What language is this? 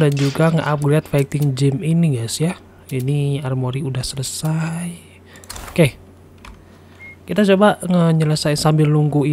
Indonesian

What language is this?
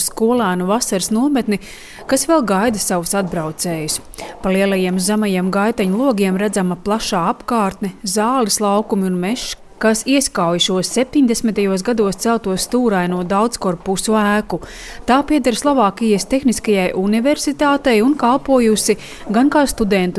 Latvian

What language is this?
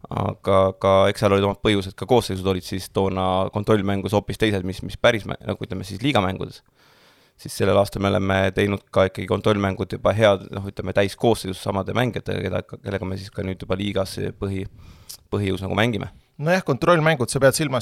Estonian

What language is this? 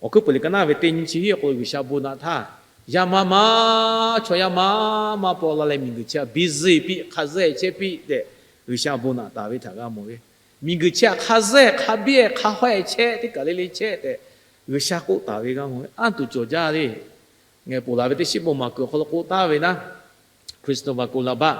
Lahu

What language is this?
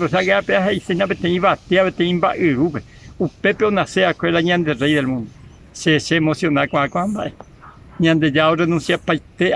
Guarani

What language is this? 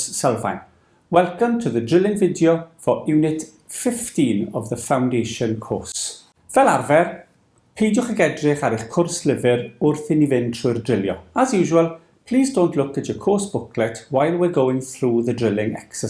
Welsh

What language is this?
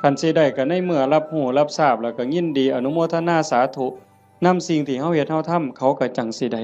Northeastern Thai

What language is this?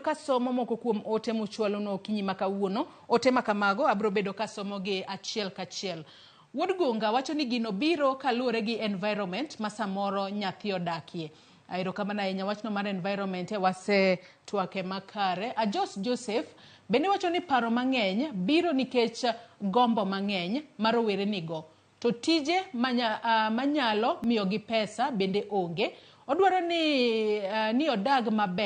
Luo (Kenya and Tanzania)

